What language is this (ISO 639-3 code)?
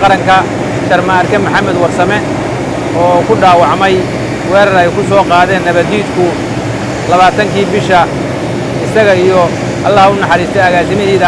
som